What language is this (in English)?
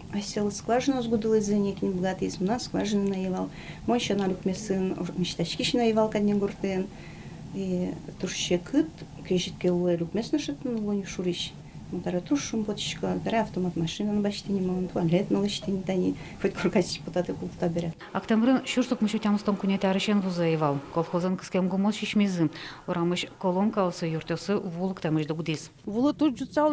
Udmurt